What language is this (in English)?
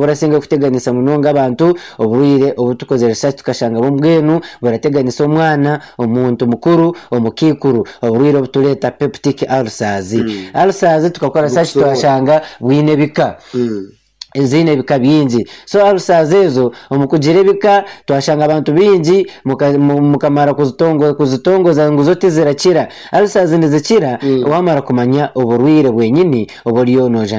Nyankole